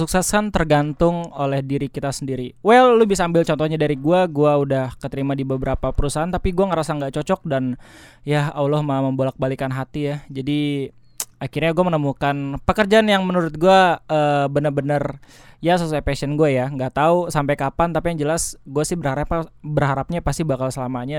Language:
Indonesian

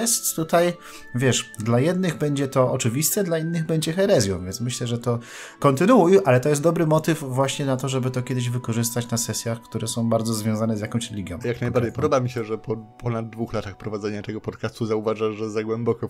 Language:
Polish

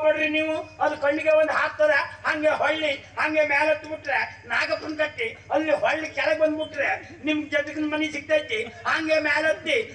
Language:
Kannada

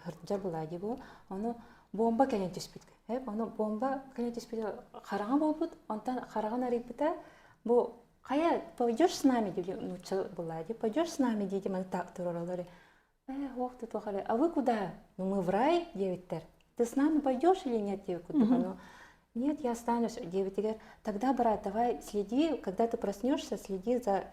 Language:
Yakut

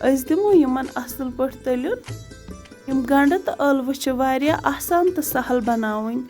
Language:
Kashmiri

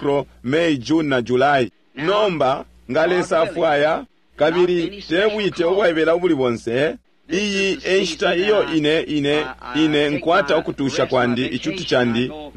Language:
Bemba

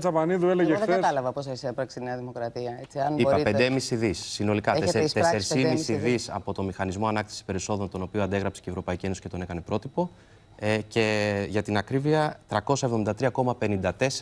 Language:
Greek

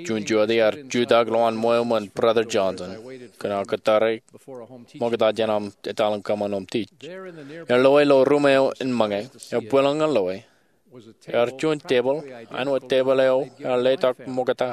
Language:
Marshallese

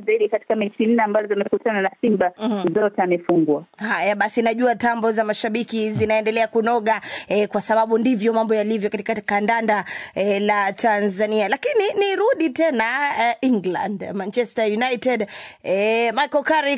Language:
Swahili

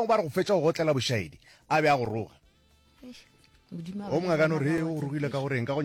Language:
Northern Sotho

